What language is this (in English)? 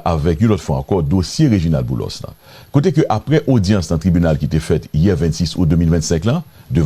Haitian Creole